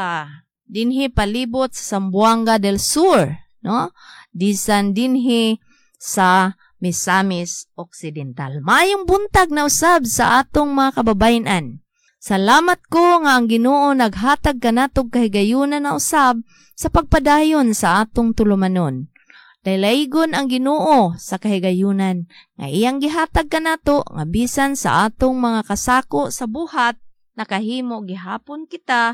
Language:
Cebuano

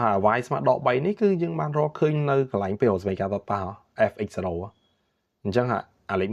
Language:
Khmer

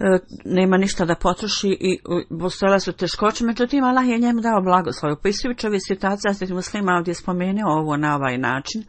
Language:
Bosnian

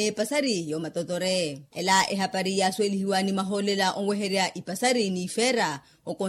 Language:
Makhuwa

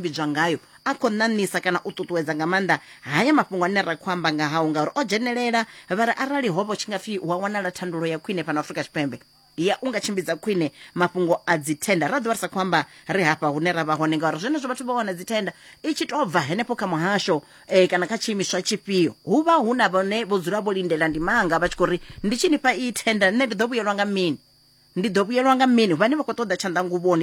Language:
Venda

